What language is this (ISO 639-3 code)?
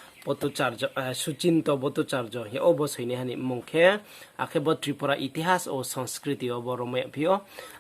ria